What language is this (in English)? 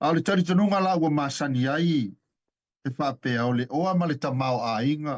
Samoan